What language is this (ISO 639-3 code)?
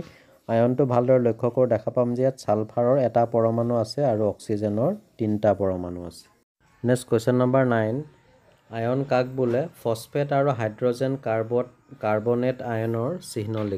asm